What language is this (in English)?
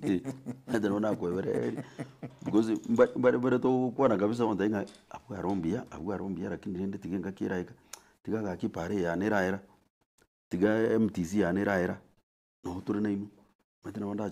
Gusii